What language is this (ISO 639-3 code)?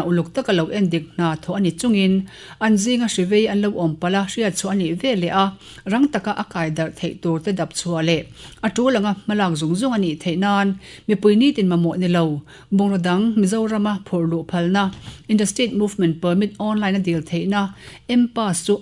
lus